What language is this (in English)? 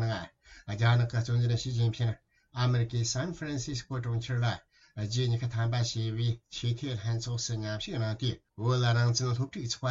Tibetan